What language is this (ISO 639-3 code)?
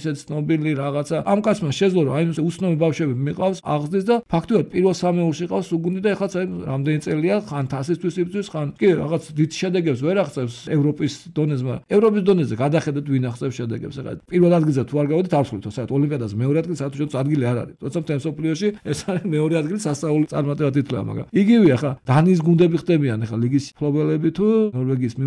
kat